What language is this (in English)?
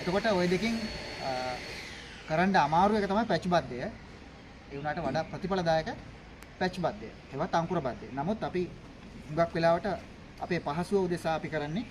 Sinhala